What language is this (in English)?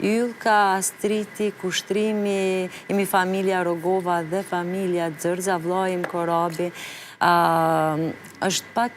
Albanian